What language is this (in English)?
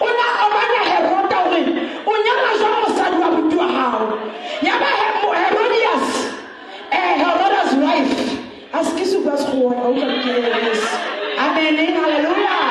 Southern Sotho